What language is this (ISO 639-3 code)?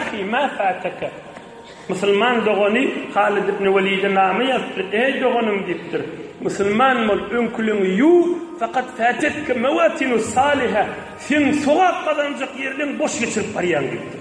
tuk